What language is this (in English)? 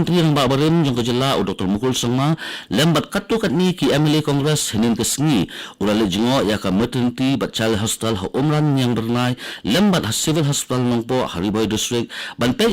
Khasi